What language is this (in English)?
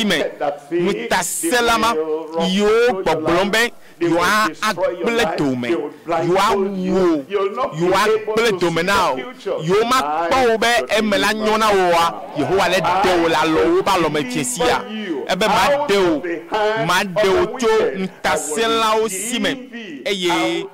Ewe